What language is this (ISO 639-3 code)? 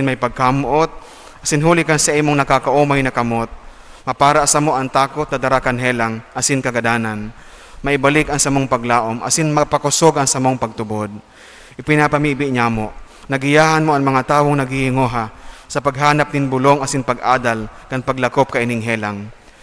bik